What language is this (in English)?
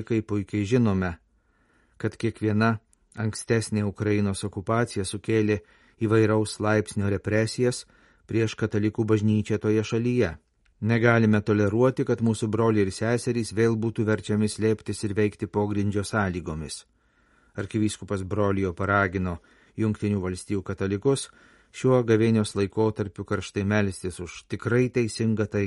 Lithuanian